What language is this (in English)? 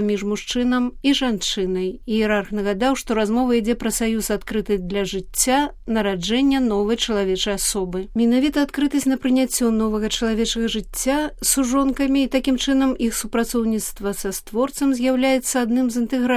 Belarusian